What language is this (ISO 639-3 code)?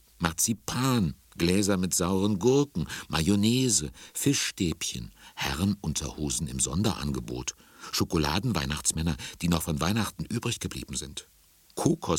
deu